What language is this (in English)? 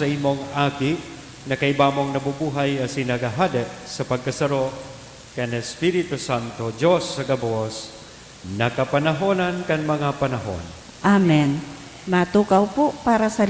Bikol